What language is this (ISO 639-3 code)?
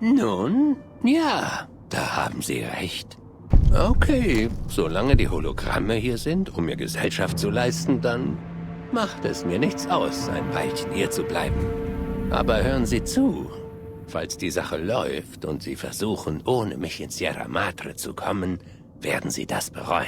bar